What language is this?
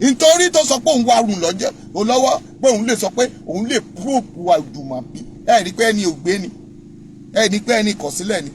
Yoruba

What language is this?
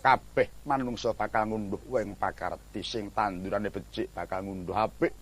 Javanese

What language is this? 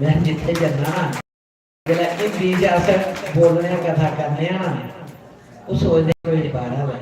Dogri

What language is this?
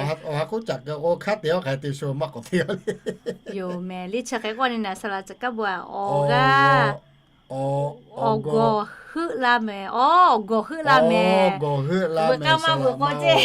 Lahu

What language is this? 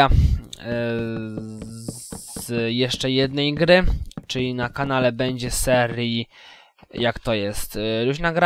Polish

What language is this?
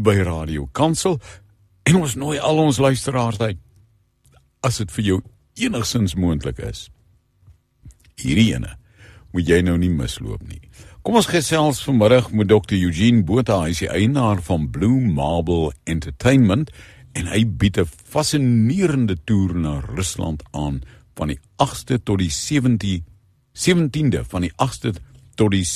Afrikaans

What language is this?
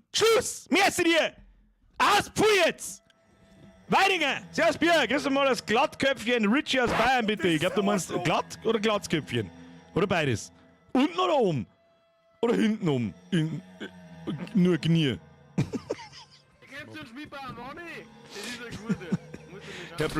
Bavarian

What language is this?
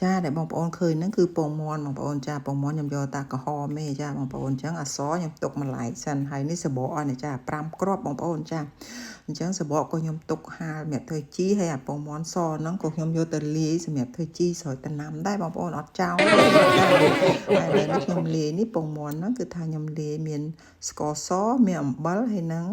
Khmer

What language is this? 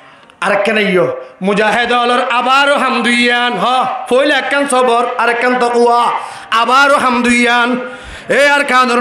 Rohingya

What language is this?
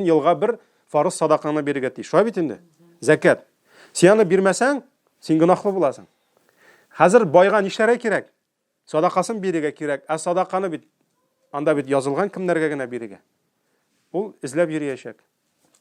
Tatar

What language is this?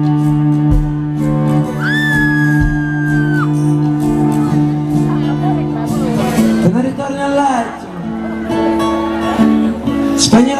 Italian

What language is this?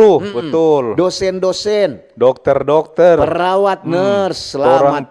Manado Malay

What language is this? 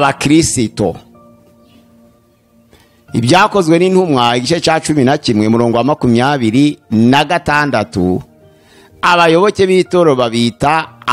Kinyarwanda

